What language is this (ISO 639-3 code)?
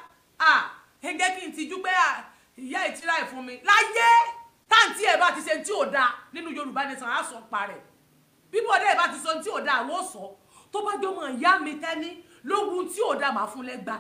yor